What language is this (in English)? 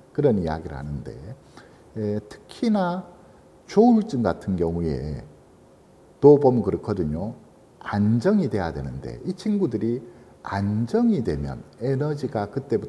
Korean